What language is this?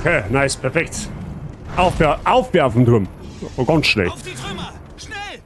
Bavarian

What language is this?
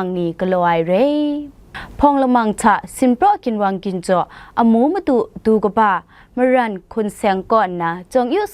Kachin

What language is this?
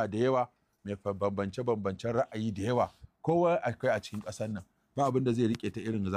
Hausa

